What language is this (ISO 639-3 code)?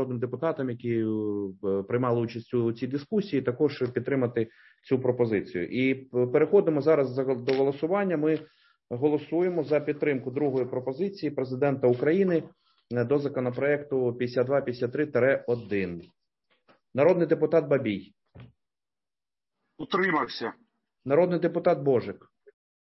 ukr